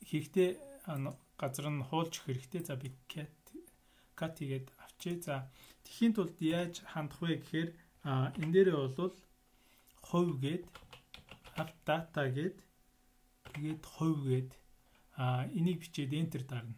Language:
Mongolian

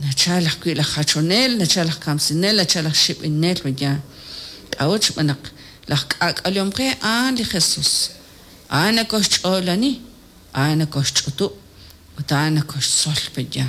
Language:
Kekchí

